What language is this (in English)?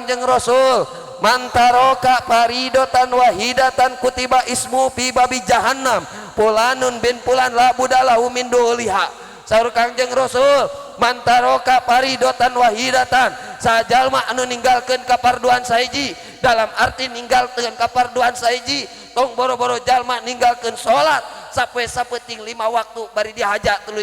Sundanese